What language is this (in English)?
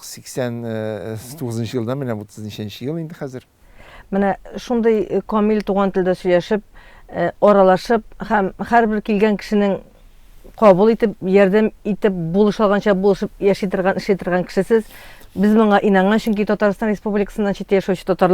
Tatar